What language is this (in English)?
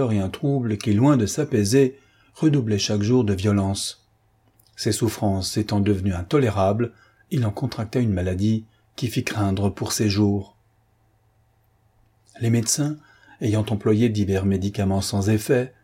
French